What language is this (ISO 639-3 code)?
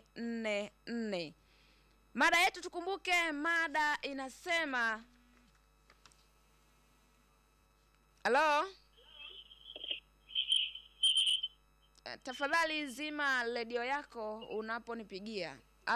swa